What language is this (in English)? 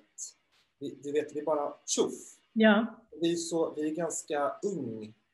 Swedish